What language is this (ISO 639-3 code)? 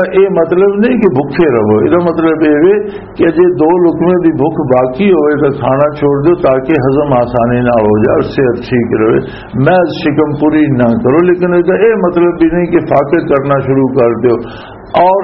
lah